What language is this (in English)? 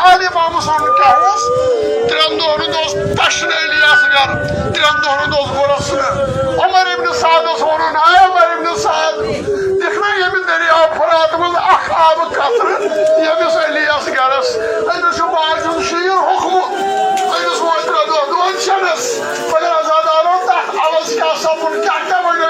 Kashmiri